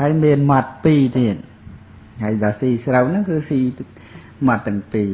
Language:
Khmer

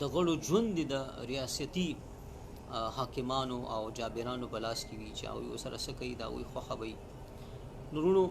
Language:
Pashto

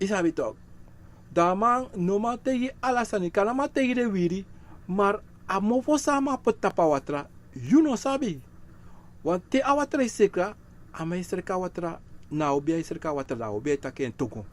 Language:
Sranan Tongo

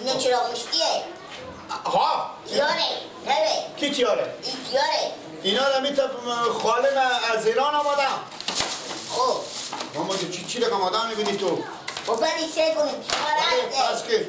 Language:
Persian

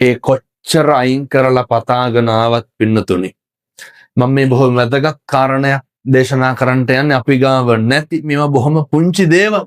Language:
Sinhala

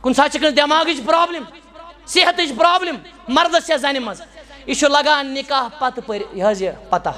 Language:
Kashmiri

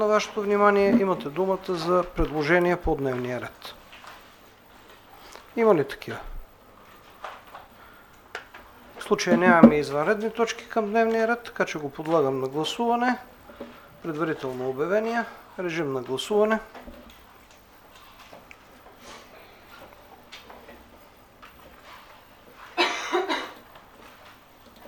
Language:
Bulgarian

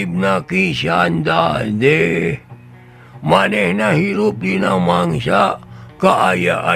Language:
Sundanese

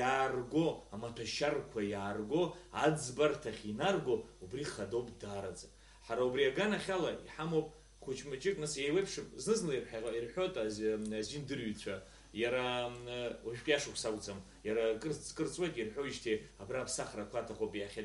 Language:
Abkhazian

